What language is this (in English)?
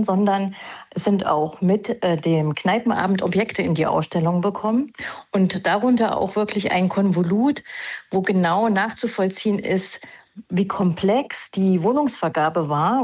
German